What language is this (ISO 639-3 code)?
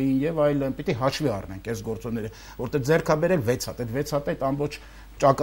hye